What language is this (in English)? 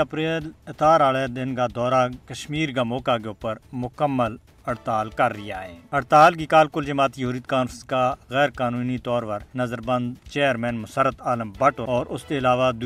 Gujari